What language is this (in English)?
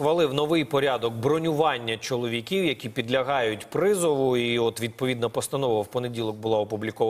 Ukrainian